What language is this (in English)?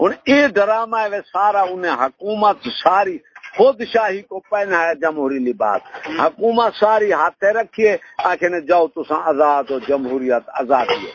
Saraiki